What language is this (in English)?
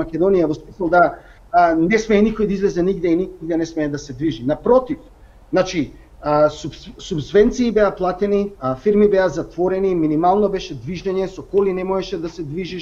Macedonian